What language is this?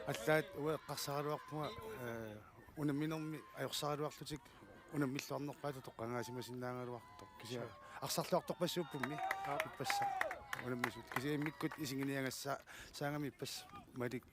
Kalaallisut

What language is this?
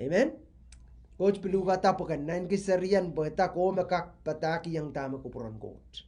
Pohnpeian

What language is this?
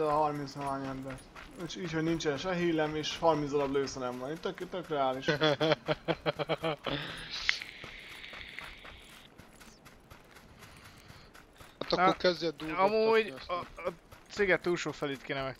Hungarian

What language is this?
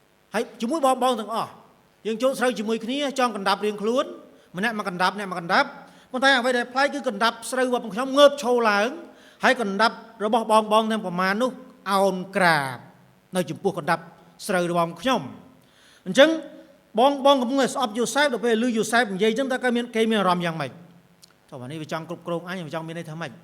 Khmer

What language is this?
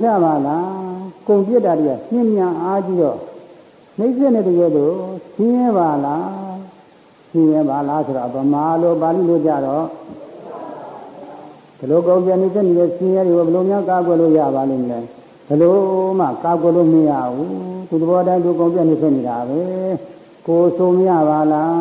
Burmese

